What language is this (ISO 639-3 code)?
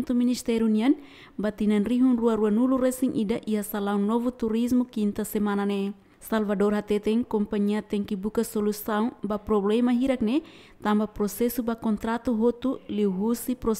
tet